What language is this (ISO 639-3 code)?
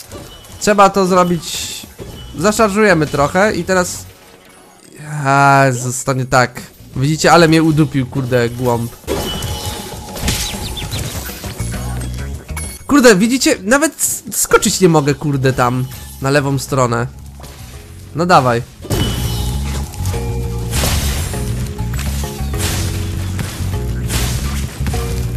pol